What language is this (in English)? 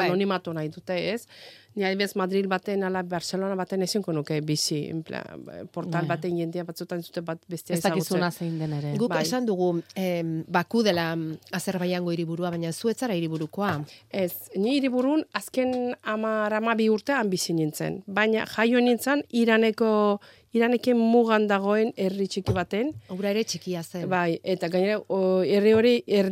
Basque